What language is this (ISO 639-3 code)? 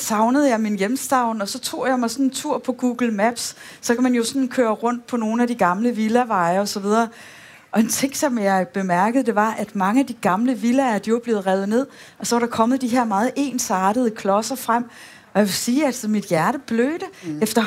dan